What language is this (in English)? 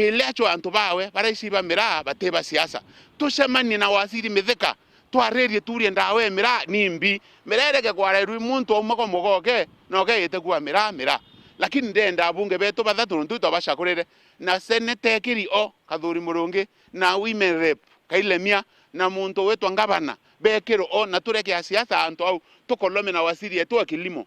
Meru